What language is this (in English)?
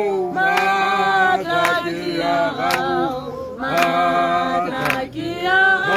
Tswana